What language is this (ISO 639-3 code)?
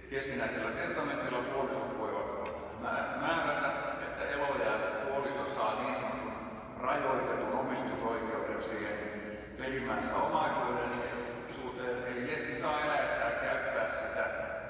fin